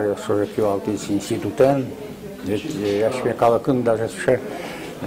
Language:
Udmurt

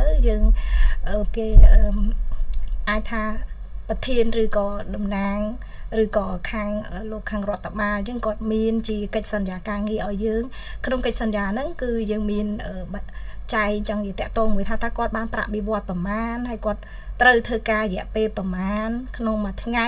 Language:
Khmer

